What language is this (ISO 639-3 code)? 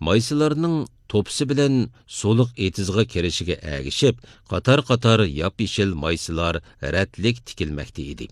uig